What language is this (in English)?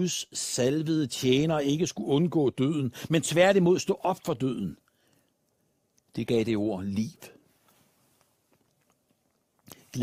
Danish